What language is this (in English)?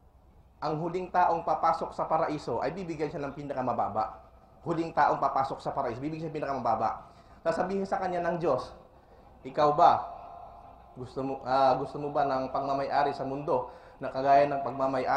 Filipino